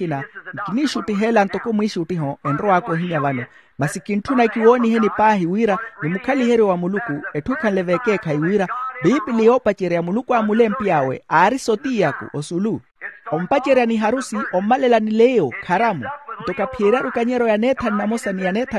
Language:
Makhuwa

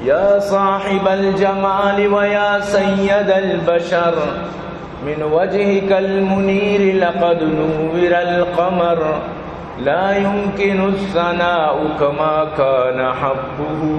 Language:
Baluchi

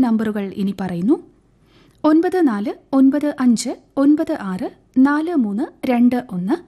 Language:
Malayalam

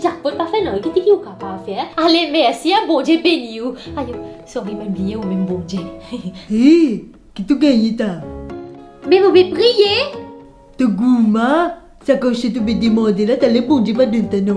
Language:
Morisyen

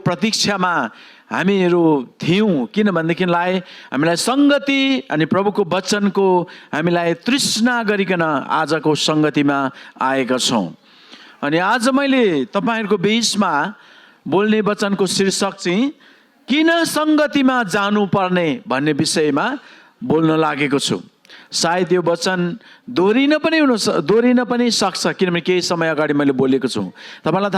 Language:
Nepali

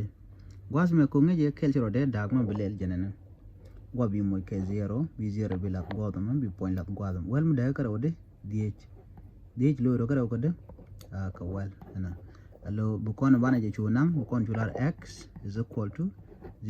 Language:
Nuer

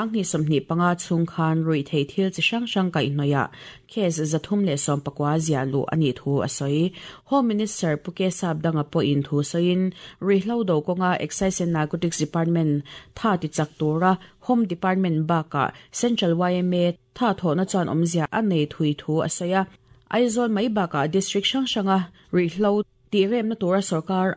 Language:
Mizo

